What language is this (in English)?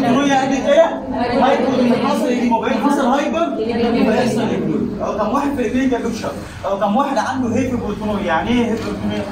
Egyptian Arabic